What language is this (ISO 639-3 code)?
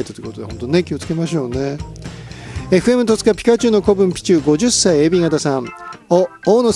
jpn